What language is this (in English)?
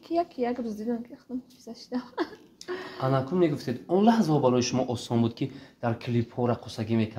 Tajik